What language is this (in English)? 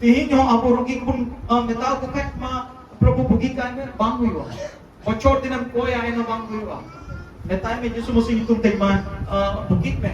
Santali